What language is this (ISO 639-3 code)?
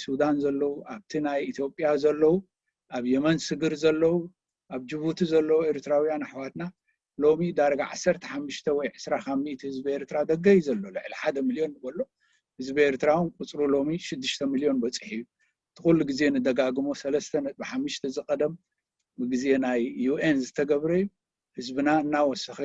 tir